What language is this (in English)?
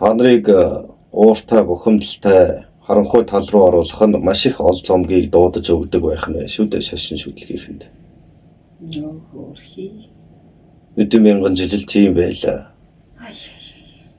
Mongolian